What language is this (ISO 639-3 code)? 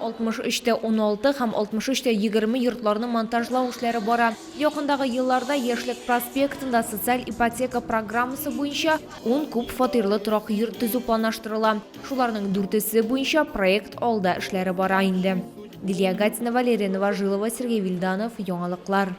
tat